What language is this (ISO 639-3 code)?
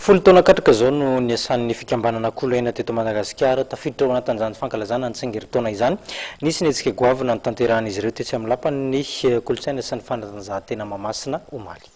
mlg